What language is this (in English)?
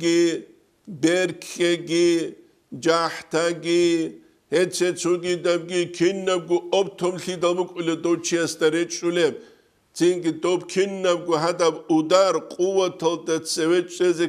Avaric